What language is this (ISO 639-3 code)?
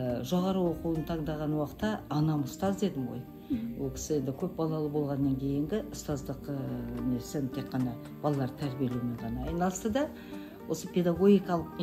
kaz